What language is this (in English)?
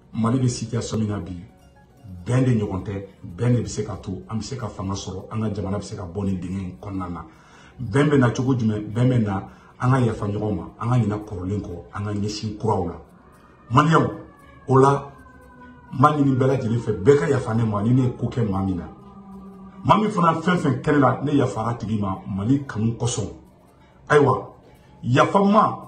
Bambara